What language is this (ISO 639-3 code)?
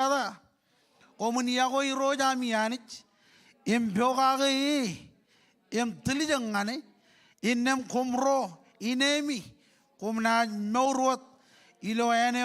mah